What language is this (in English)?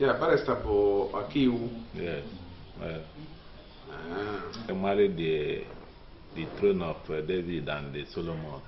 Igbo